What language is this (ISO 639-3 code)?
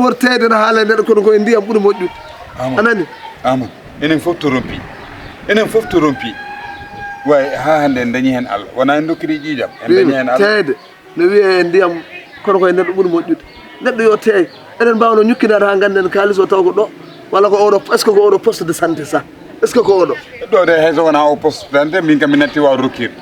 ful